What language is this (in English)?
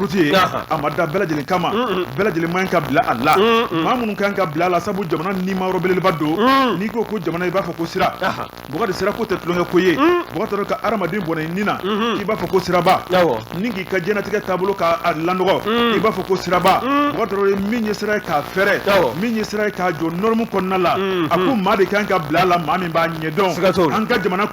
Bambara